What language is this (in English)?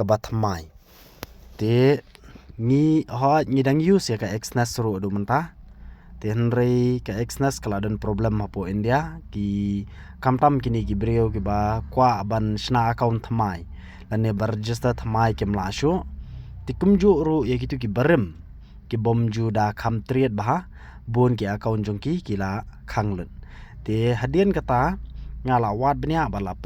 Khasi